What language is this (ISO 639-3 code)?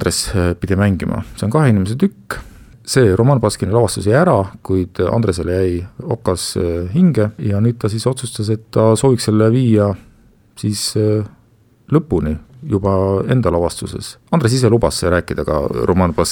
est